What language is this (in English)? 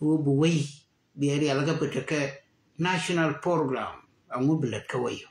Nuer